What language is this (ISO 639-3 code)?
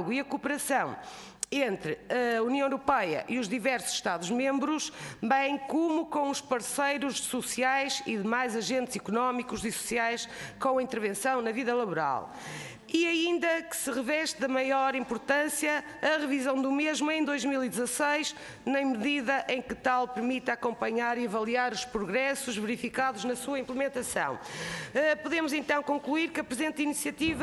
por